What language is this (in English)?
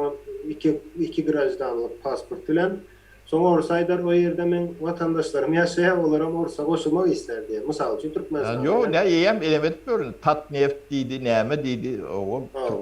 Turkmen